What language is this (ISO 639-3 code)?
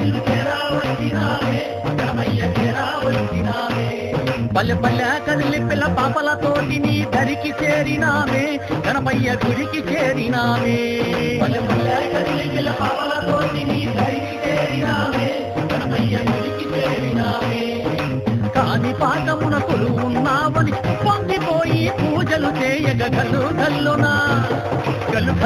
tel